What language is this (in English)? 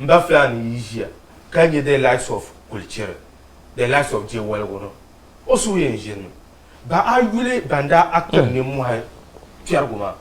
Dagbani